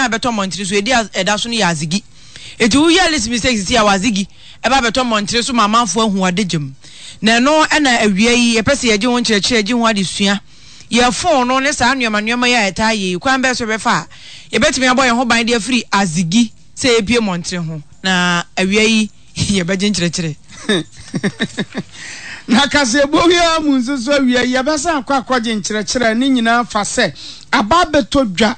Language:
Akan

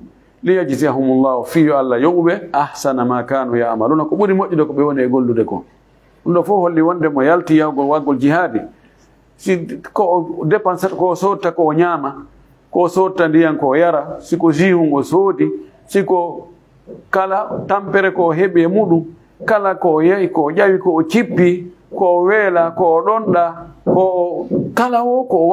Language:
Fula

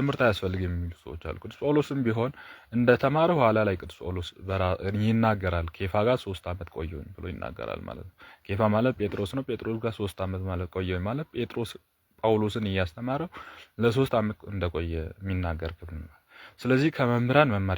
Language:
Amharic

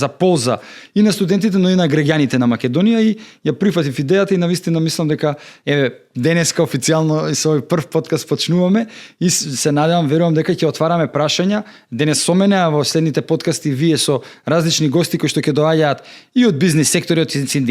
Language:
Macedonian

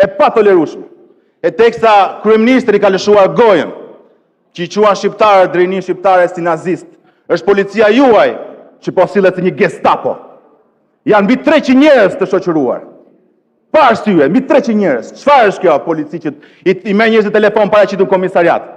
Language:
Albanian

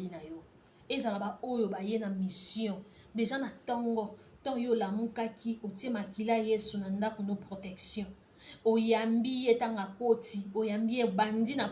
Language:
Lingala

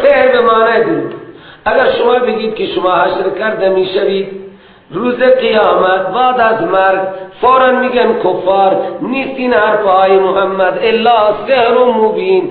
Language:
Persian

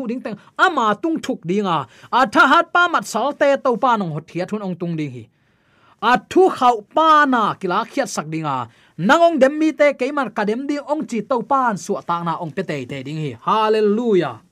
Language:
Tedim Chin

